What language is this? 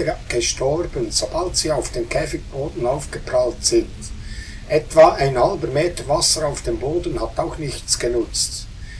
Swiss German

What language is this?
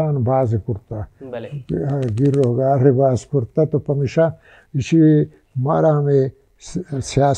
Baluchi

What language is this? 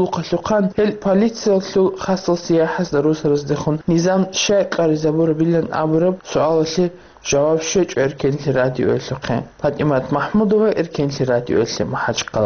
Avaric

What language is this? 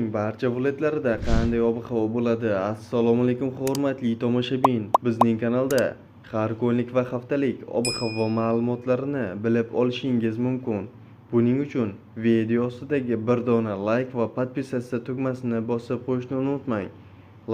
Uzbek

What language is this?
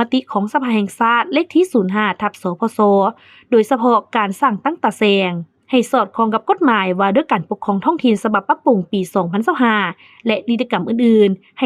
Lao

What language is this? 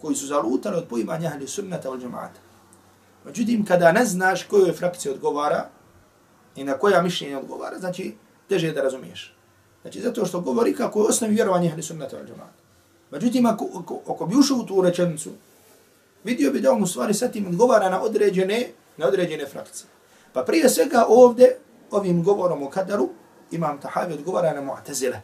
Bosnian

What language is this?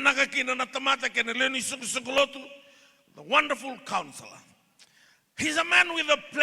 Fijian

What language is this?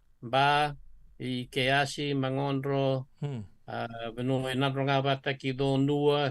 Fijian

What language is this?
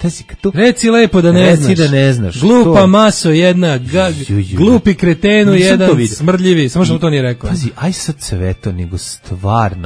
Serbian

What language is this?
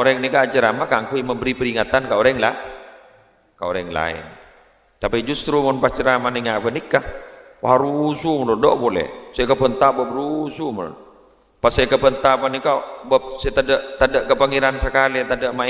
Madurese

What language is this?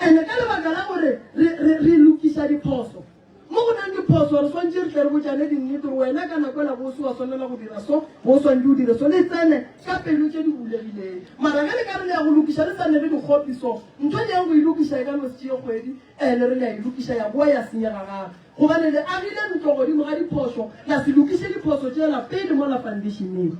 Northern Sotho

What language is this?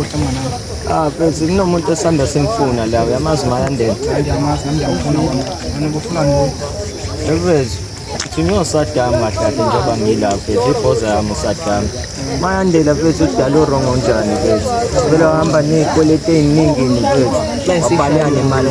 Zulu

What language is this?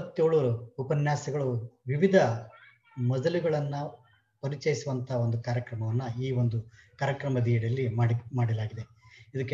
Kannada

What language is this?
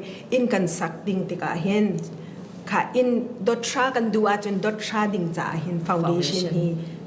Falam Chin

